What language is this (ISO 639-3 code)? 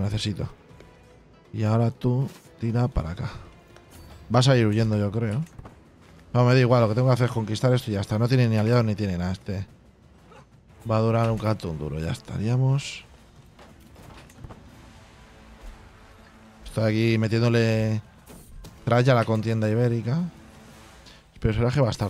spa